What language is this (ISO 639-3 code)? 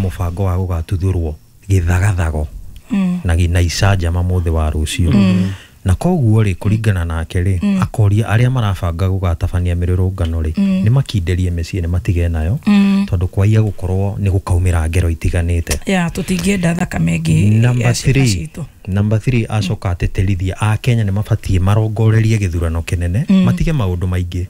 kik